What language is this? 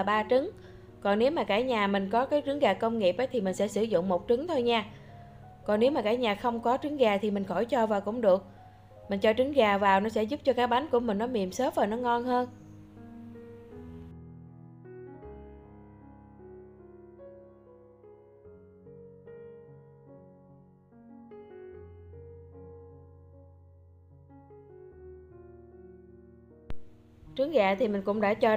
Vietnamese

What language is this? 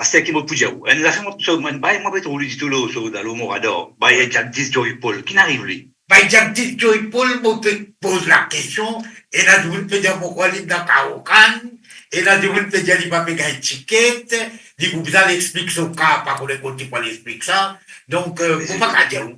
Morisyen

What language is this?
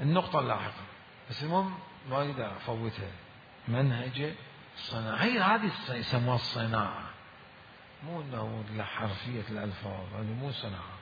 Mesopotamian Arabic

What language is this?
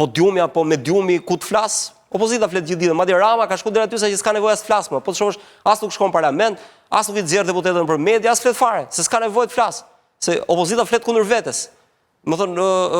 Albanian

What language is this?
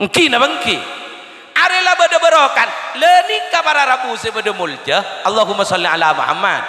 Madurese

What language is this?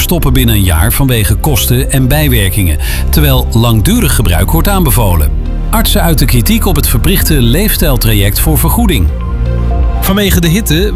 Dutch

